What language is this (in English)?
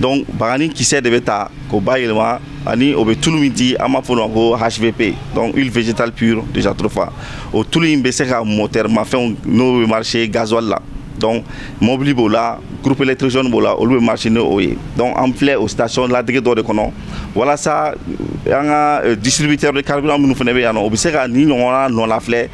Bambara